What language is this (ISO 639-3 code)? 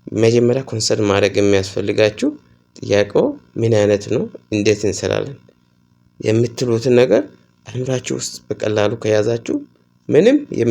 amh